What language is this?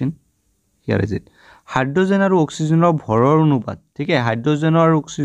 Assamese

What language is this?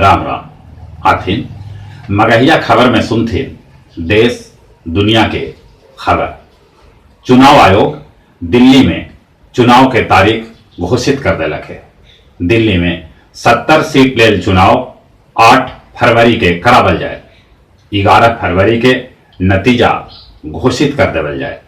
Magahi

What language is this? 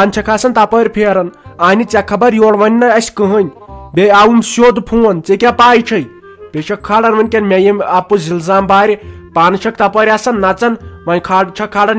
Kashmiri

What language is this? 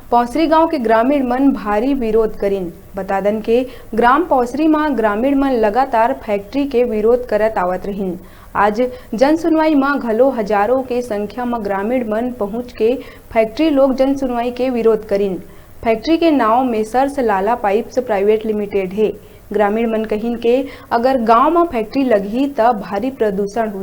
Chhattisgarhi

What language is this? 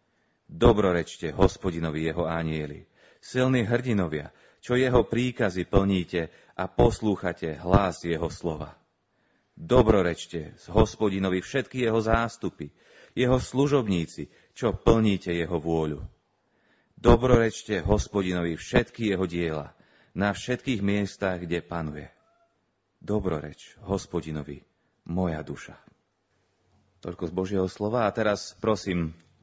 Slovak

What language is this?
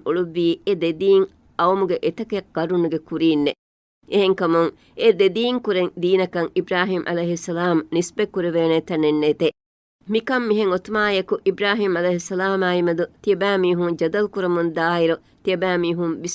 Divehi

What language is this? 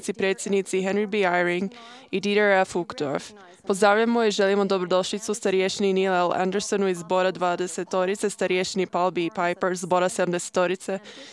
Croatian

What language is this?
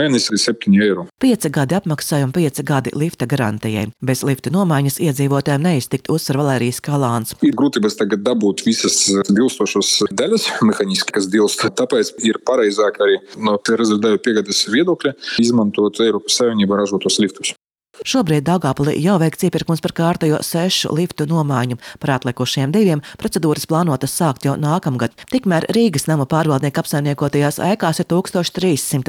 Latvian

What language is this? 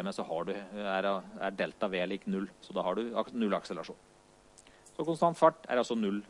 Norwegian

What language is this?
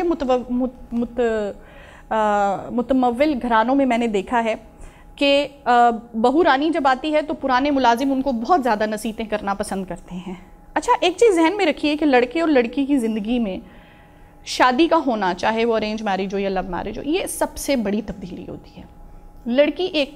Urdu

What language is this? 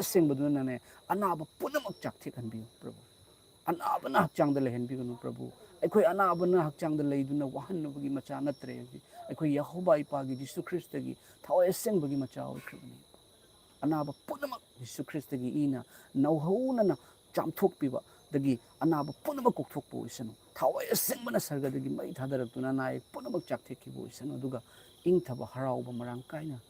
Manipuri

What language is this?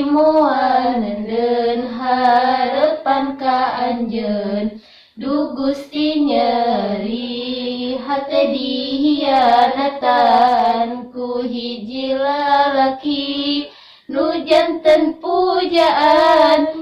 Sundanese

